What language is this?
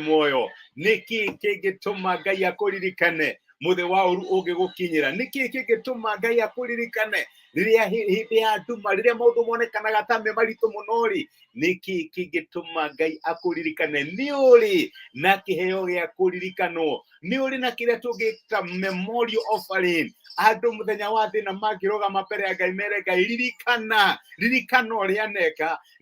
Kikuyu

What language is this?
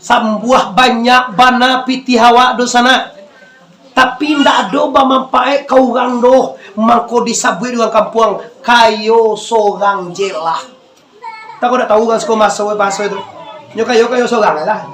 Minangkabau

